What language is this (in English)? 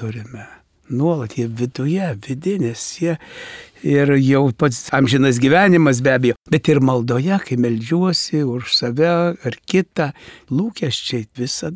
Lithuanian